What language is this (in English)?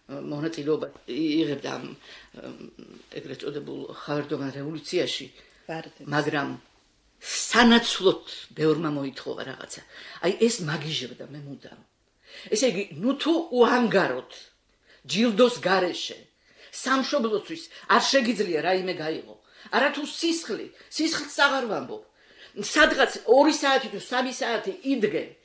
Georgian